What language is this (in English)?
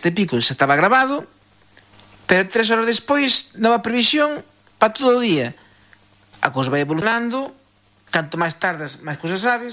Galician